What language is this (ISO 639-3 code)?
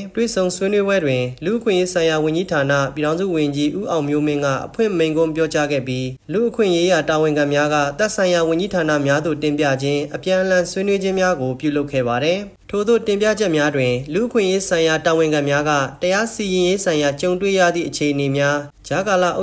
mya